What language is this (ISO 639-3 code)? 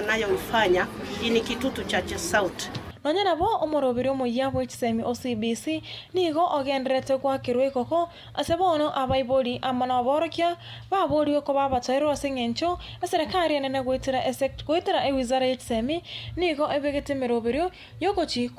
guz